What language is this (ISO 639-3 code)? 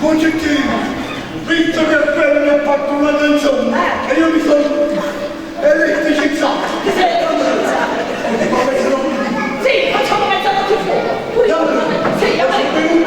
nap